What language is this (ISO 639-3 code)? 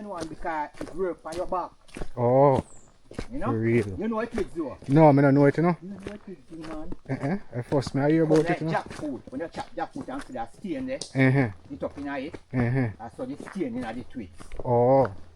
jam